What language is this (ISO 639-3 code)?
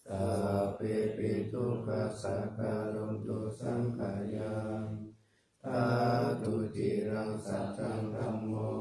pli